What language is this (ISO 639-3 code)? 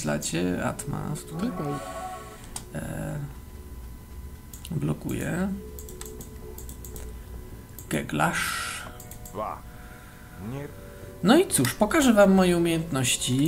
pol